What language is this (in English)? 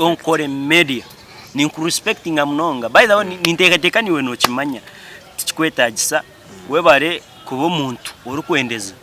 Nyankole